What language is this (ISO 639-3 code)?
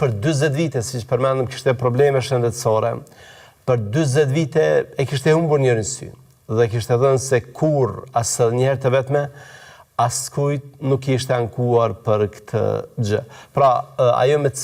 sqi